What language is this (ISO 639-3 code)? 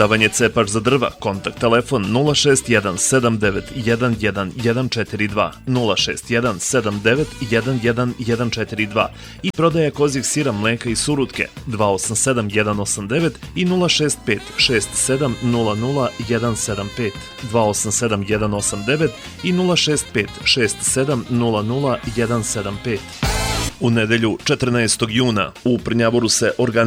srp